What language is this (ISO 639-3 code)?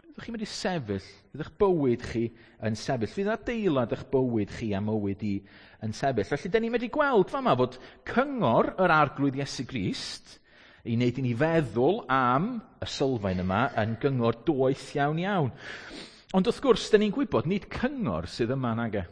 cym